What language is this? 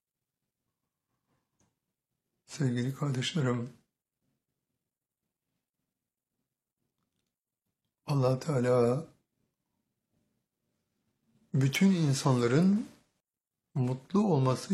Turkish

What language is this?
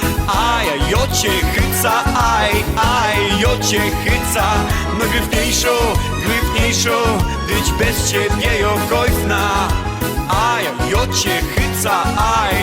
Silesian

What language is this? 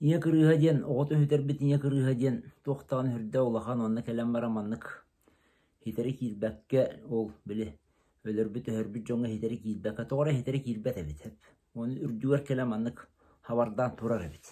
Yakut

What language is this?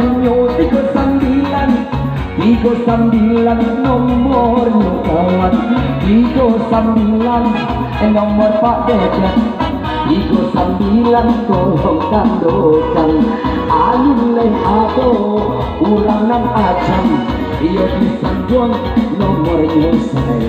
Minangkabau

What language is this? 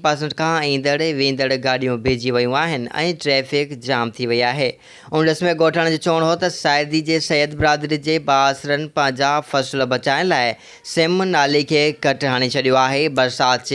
Sindhi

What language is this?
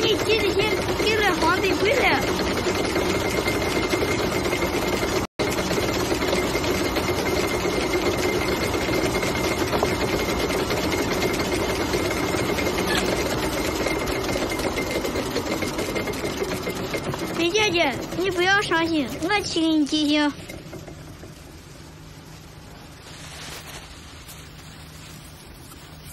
Chinese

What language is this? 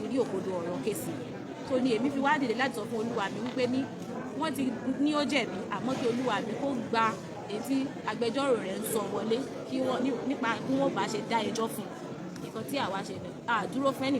Yoruba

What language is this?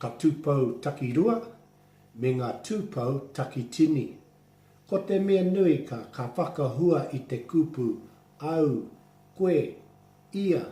Māori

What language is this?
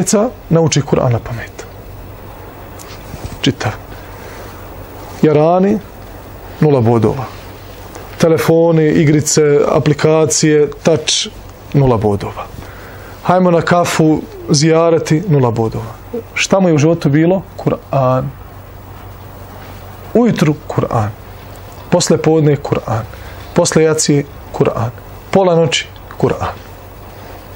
Bosnian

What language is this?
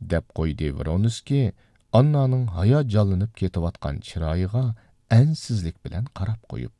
Uyghur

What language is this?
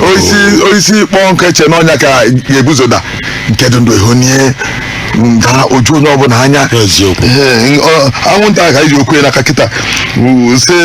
Igbo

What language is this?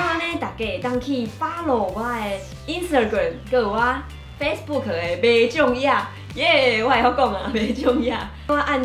Min Nan Chinese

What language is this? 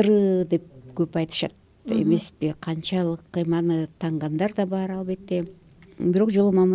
Kyrgyz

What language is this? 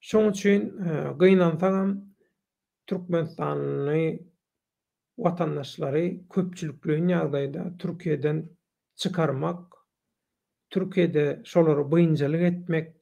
Turkmen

